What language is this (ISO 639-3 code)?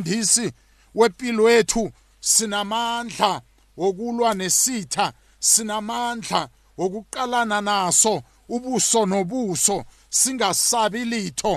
nbl